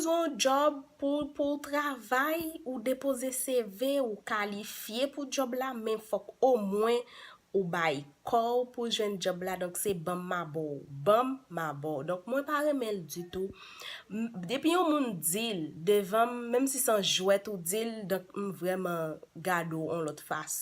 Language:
Haitian Creole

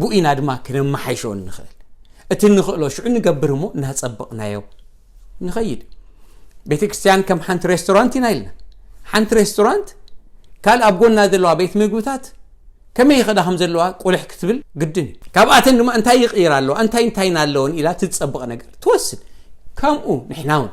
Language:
Tigrinya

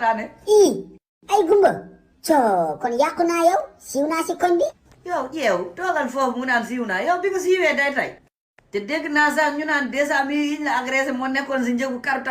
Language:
Wolof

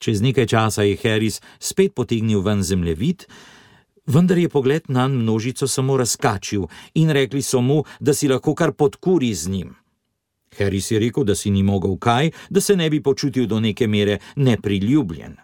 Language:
Slovenian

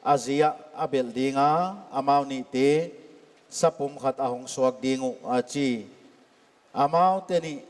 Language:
Paite Chin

